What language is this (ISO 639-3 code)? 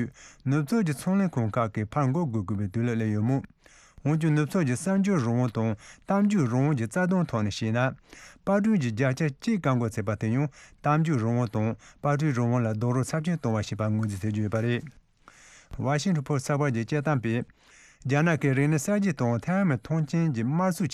bod